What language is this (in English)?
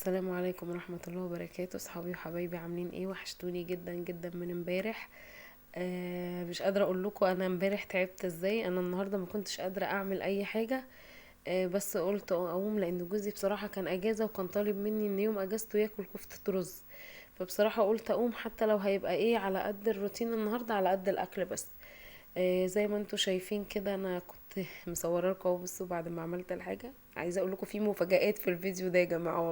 Egyptian Arabic